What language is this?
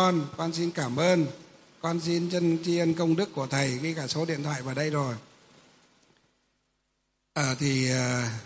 Vietnamese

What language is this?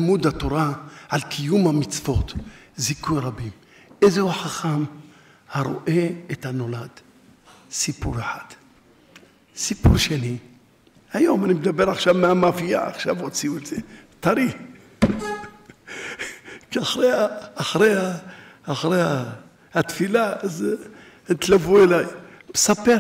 Hebrew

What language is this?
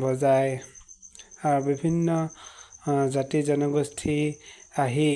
Assamese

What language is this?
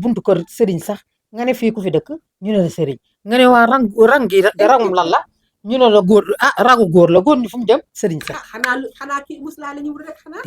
Wolof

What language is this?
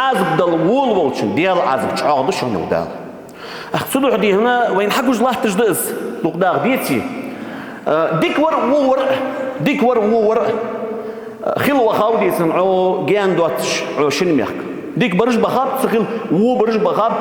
Ingush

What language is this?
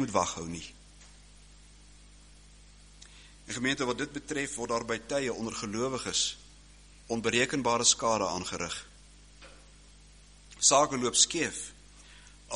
Afrikaans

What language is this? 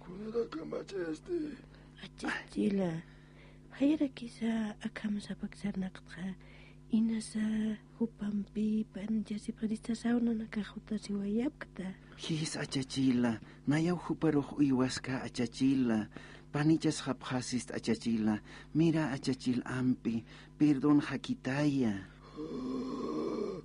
Aymara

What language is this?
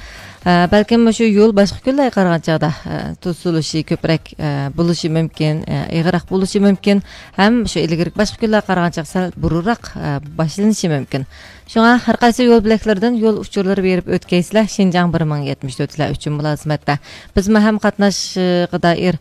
Uyghur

